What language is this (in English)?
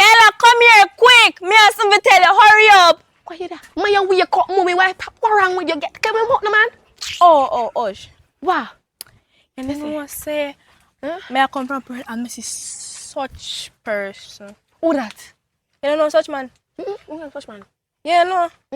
Jamaican Creole English